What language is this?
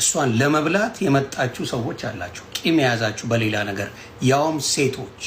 Amharic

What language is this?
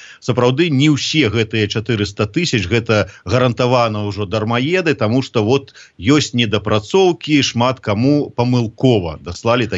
Belarusian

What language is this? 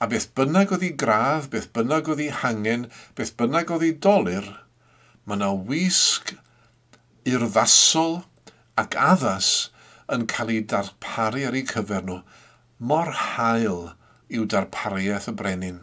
Welsh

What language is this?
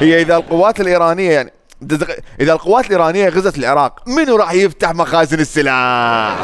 Mesopotamian Arabic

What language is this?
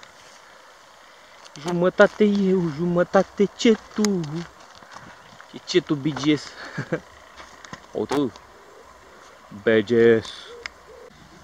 Romanian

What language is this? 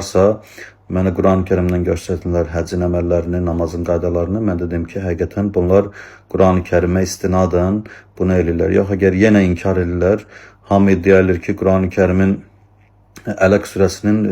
Azerbaijani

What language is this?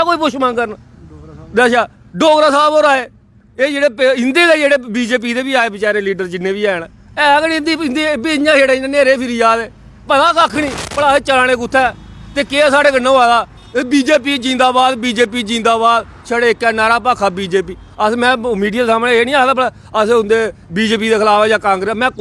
Dogri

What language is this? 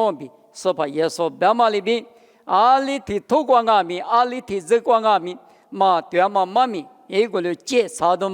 Lisu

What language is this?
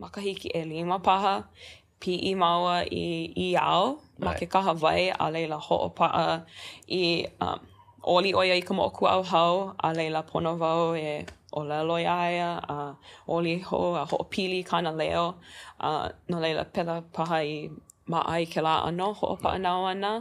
Hawaiian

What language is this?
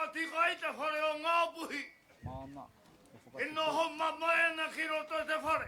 Māori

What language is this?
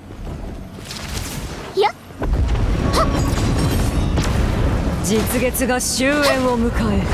Japanese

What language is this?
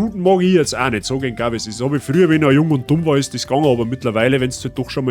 Bavarian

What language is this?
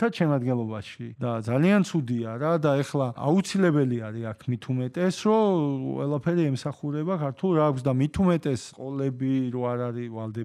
Georgian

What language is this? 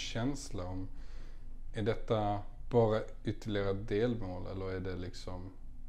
Swedish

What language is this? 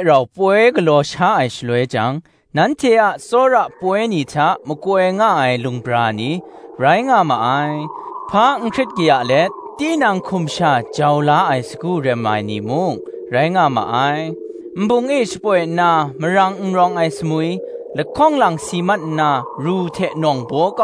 Kachin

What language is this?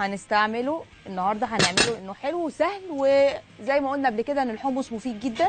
Egyptian Arabic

